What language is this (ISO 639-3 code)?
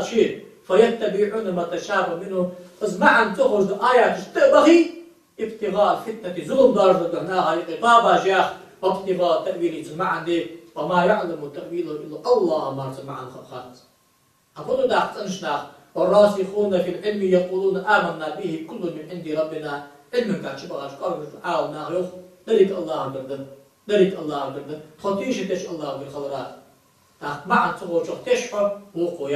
inh